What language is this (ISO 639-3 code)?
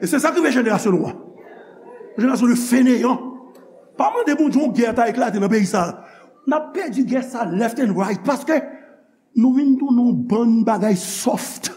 hat